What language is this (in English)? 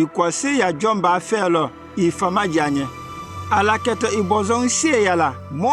Konyanka Maninka